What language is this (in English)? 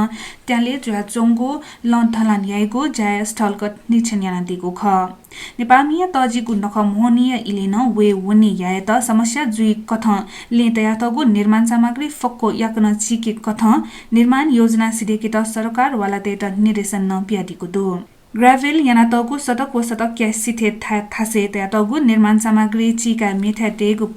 Newari